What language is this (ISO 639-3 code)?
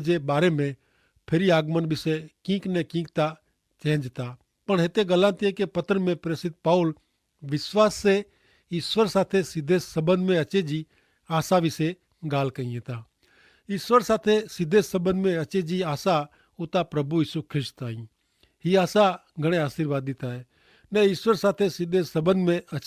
kfr